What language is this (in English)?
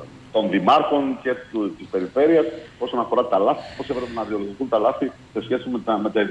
Greek